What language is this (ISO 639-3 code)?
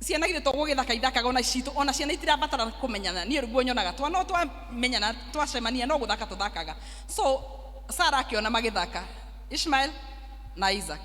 kik